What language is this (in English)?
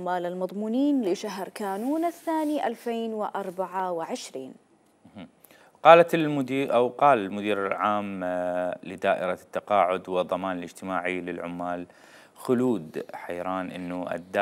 Mesopotamian Arabic